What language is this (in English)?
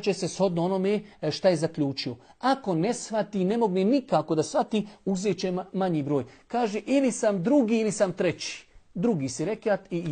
Bosnian